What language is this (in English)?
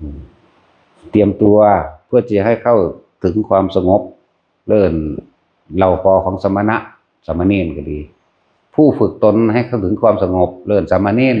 Northeastern Thai